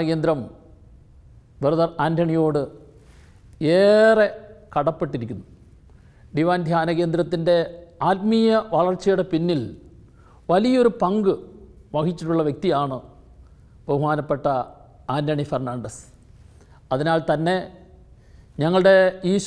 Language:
Malayalam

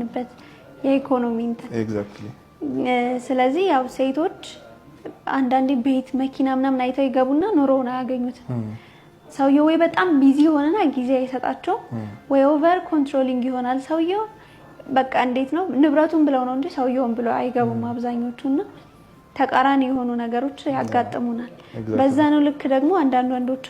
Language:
Amharic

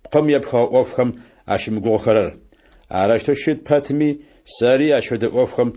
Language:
Adyghe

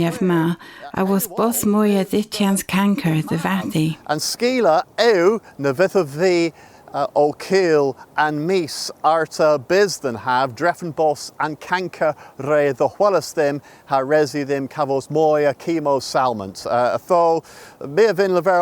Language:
Cornish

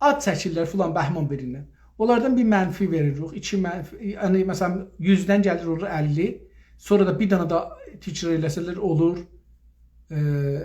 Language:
South Azerbaijani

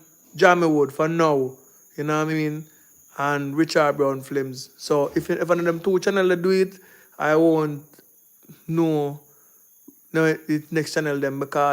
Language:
Jamaican Creole English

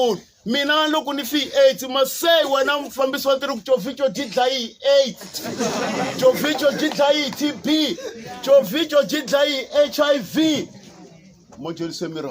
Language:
Tsonga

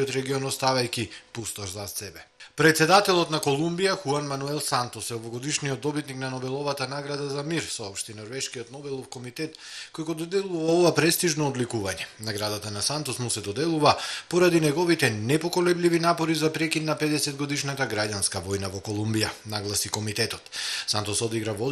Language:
Macedonian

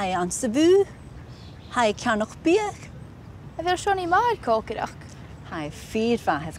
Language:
Scottish Gaelic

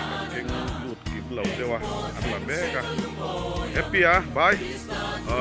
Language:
Mizo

